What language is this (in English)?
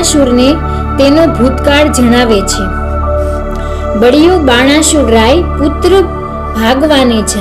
Gujarati